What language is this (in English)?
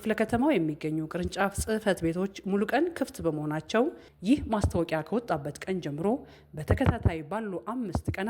Amharic